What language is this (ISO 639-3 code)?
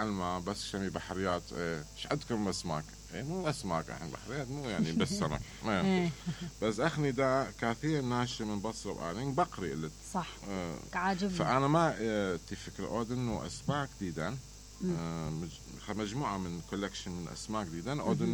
acm